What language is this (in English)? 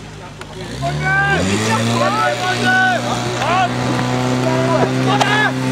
Czech